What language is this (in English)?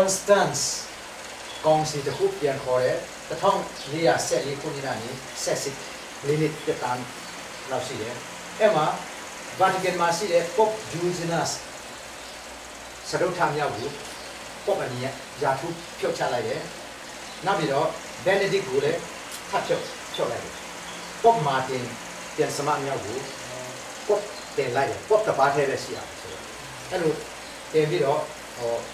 Burmese